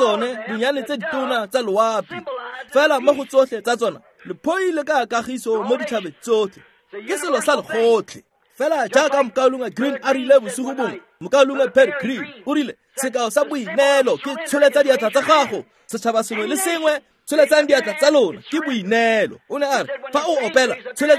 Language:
Tswana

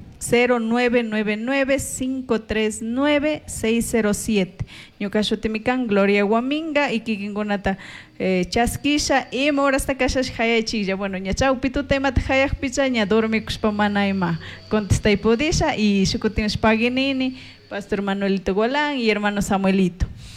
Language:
Chimborazo Highland Quichua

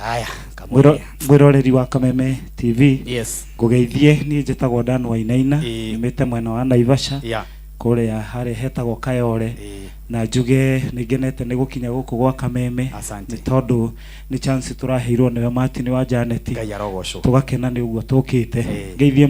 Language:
Kikuyu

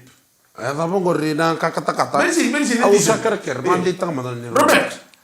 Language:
Fijian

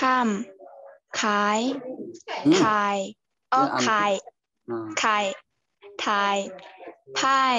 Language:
Shan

